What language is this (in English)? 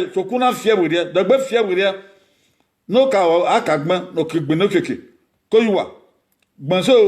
Bini